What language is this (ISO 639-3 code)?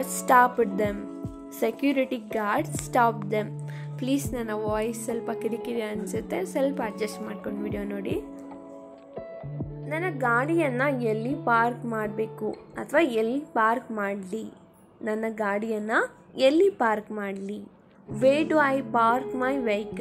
kan